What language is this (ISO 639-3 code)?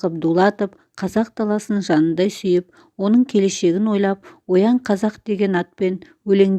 kaz